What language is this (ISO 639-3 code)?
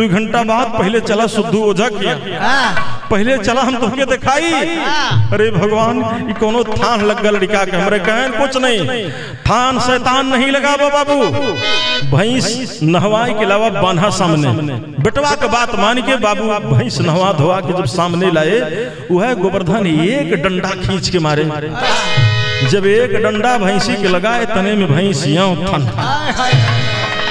bho